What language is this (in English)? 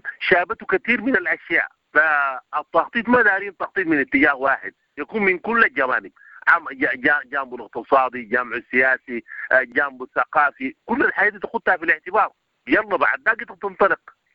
Sudanese Arabic